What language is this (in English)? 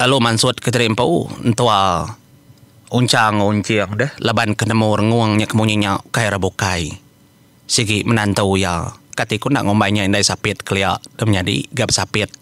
Iban